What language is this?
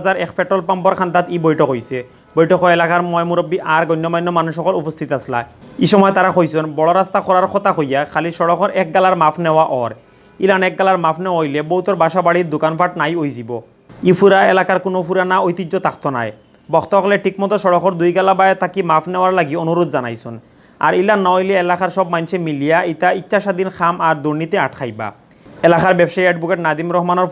Sylheti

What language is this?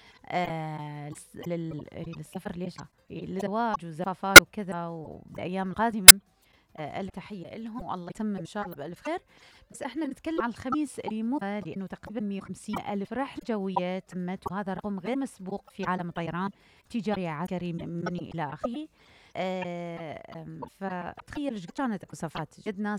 Mesopotamian Arabic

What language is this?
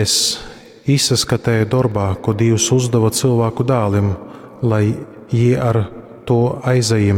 Latgalian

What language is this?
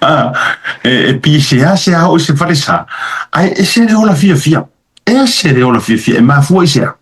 Samoan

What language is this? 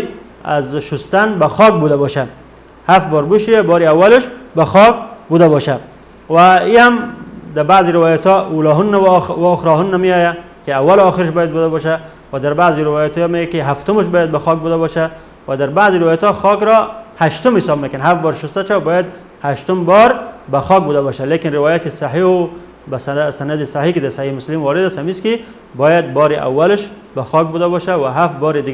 Persian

